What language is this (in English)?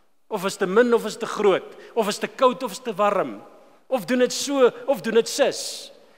Afrikaans